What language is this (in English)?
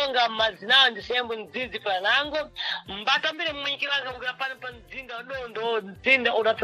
Sena